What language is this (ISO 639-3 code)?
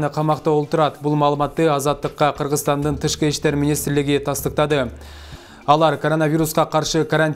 kir